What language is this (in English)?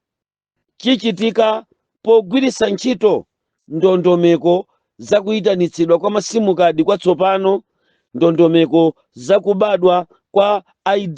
Nyanja